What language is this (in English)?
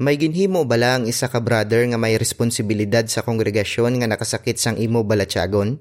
Hiligaynon